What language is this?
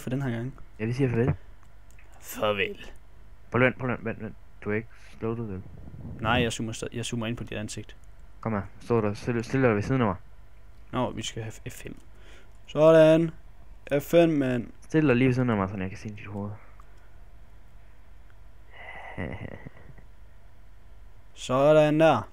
Danish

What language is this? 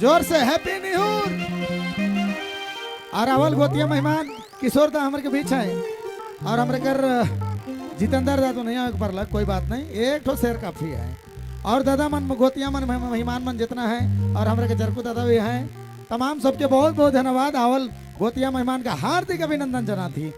Sadri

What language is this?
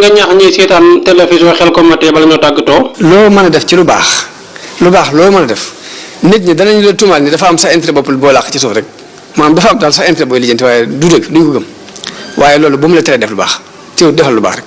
Wolof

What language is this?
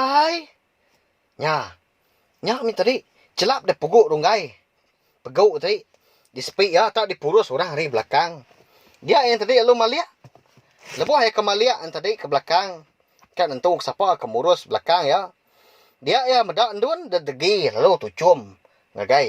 Iban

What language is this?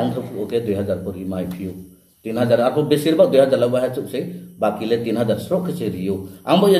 Riang (India)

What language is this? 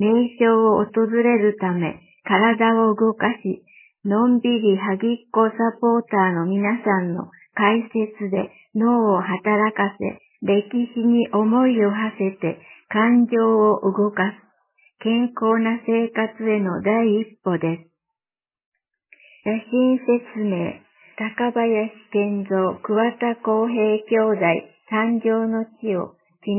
Japanese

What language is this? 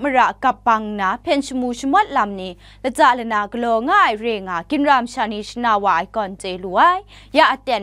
Kachin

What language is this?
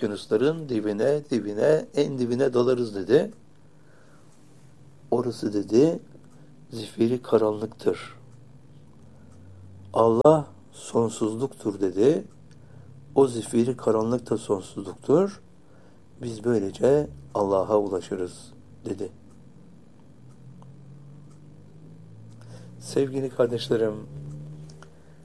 Turkish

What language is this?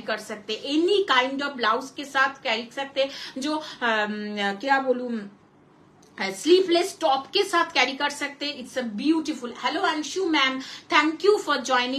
Hindi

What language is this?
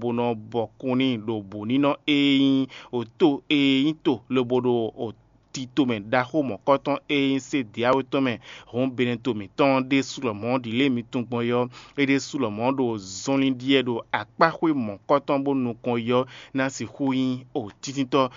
Fon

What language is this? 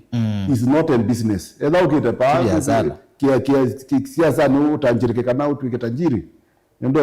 Kamba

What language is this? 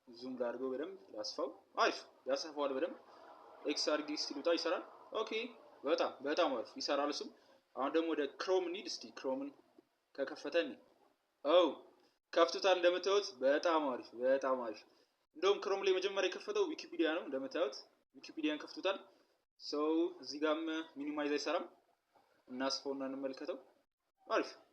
Amharic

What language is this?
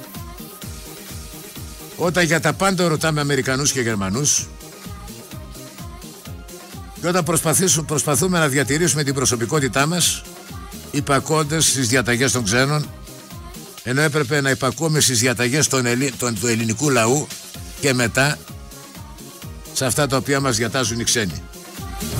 Greek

